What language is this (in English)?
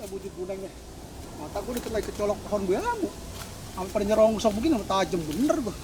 Betawi